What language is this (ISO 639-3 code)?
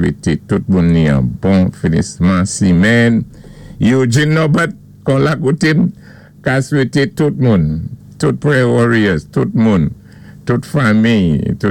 acf